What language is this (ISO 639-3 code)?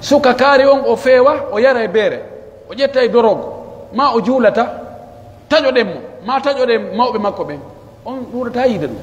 fuf